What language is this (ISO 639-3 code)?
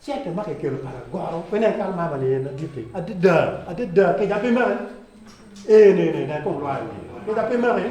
ach